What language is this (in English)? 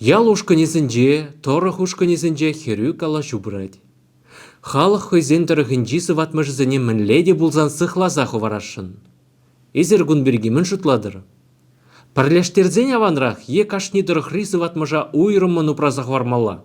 Chuvash